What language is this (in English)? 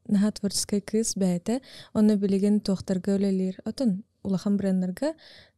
Yakut